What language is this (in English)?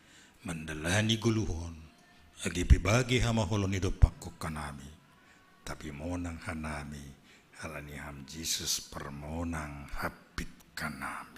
Batak Simalungun